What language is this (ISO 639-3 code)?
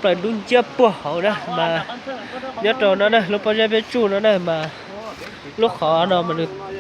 hmn